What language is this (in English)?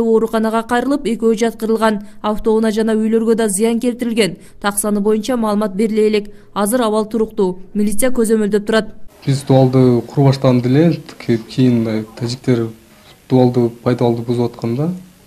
Kyrgyz